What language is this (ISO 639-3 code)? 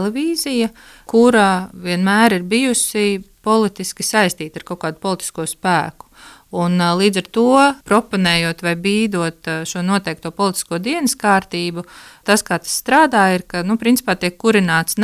lav